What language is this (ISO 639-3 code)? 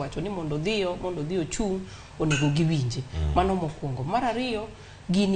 luo